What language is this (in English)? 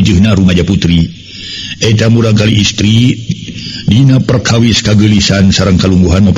Sundanese